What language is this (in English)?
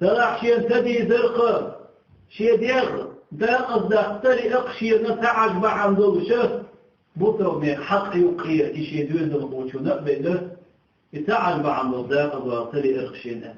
Chechen